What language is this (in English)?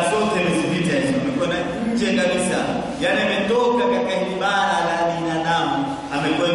Swahili